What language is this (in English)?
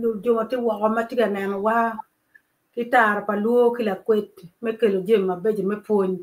Acoli